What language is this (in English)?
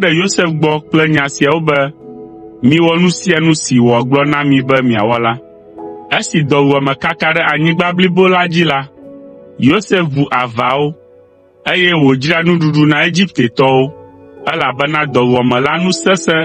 Ewe